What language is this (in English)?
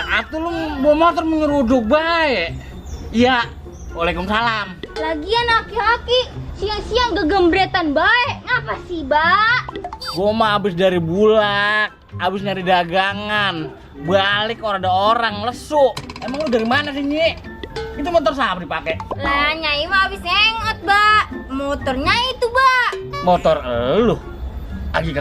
Betawi